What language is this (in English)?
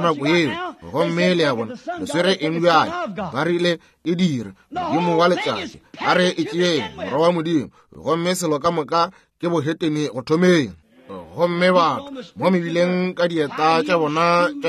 Northern Sotho